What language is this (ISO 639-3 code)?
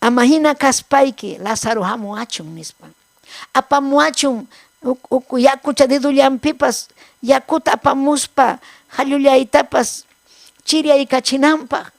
quy